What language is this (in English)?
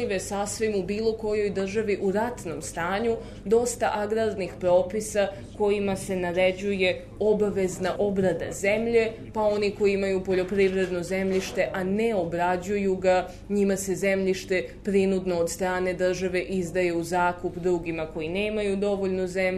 Serbian